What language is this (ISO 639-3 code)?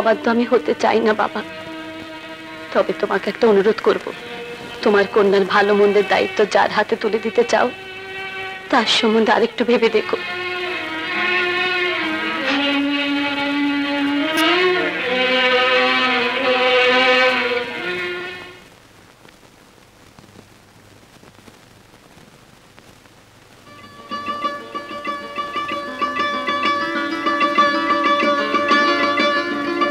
ben